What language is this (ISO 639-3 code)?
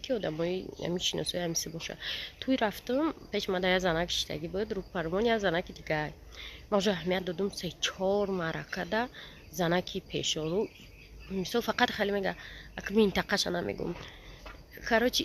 tgk